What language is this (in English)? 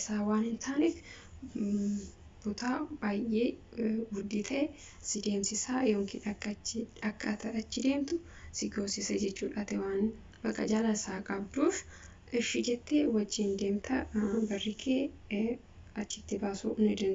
Oromo